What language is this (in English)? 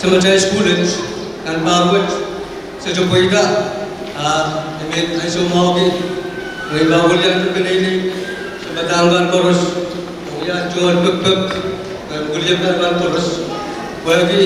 Pohnpeian